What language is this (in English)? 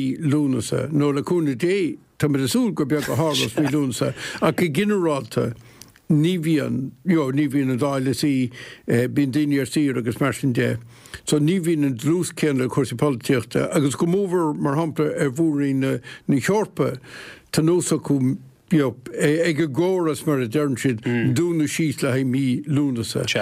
Irish